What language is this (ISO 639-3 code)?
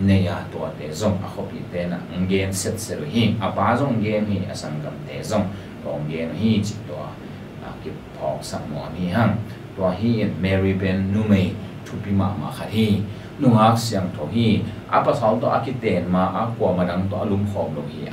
ctd